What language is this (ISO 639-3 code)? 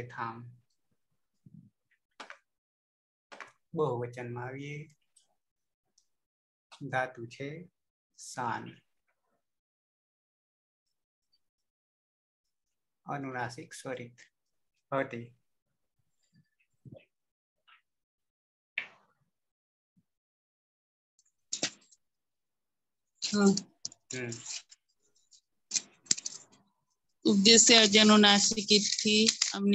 guj